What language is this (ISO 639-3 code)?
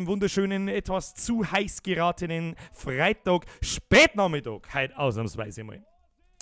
bar